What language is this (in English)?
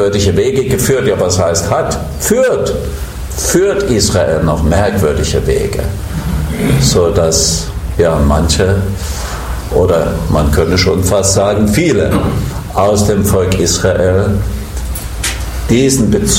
German